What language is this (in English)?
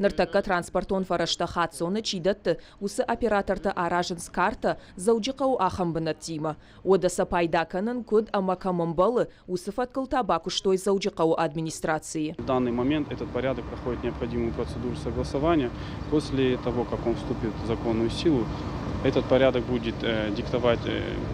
Ossetic